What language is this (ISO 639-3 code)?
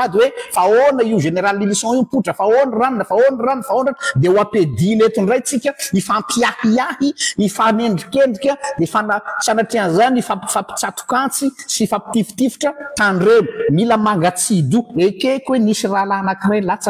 mlg